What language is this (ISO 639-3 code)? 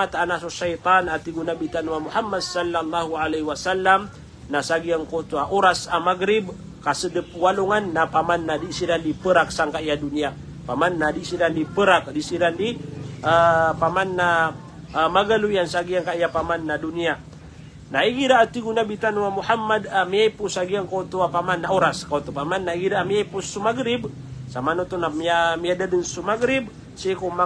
mrw